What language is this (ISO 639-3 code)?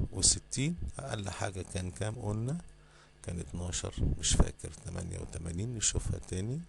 arz